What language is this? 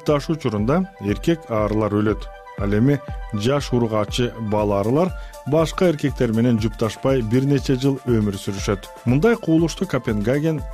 Kyrgyz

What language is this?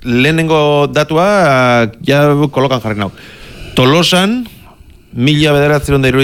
Basque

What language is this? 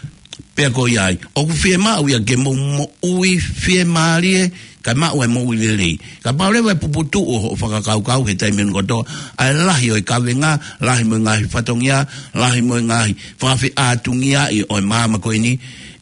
Tongan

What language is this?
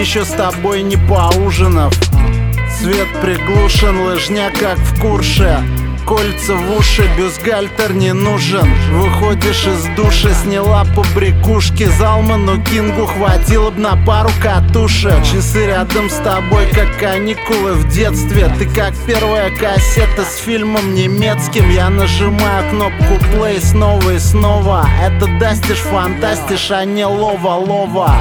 Russian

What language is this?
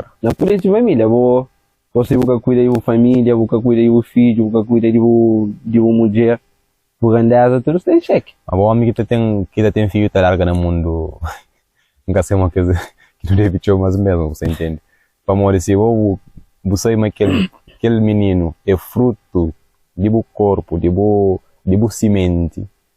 Kabuverdianu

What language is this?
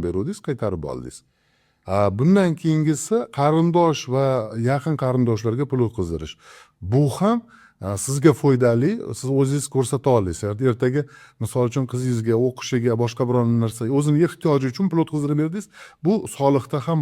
Uzbek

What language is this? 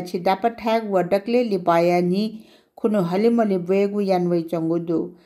Newari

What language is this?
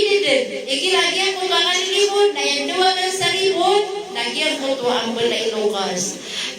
Maranao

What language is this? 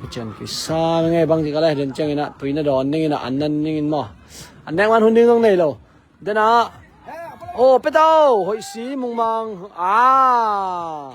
Tedim Chin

